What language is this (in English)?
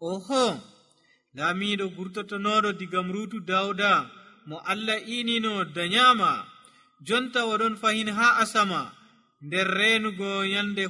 Nigerian Fulfulde